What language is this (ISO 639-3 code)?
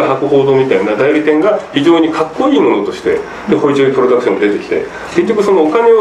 jpn